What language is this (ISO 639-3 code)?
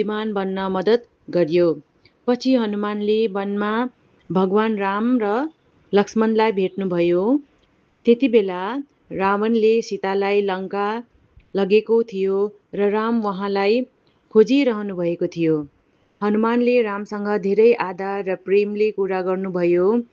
nep